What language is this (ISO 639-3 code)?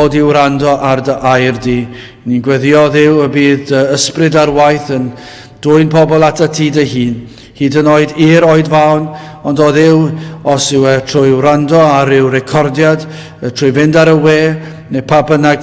cym